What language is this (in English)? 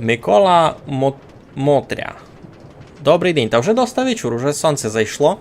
Rusyn